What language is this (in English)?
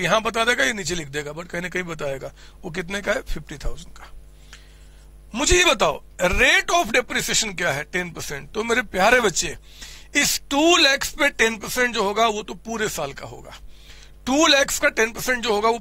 Hindi